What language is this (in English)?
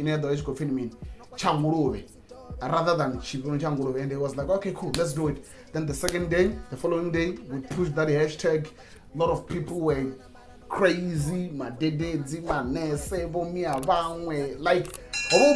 Venda